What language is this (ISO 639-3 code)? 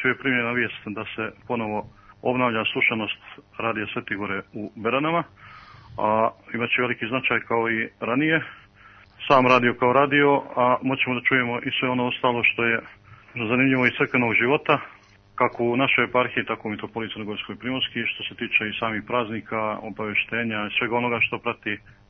srp